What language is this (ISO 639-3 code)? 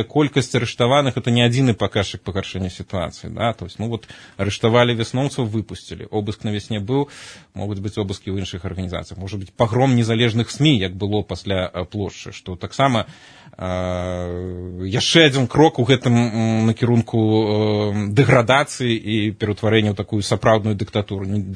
bel